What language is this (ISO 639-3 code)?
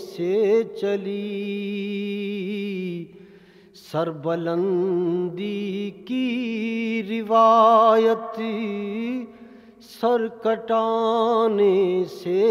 urd